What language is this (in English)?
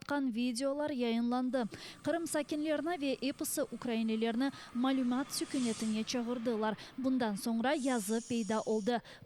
Crimean Tatar